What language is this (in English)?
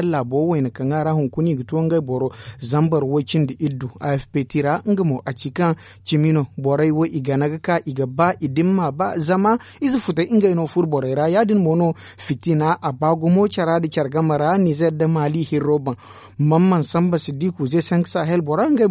Zarma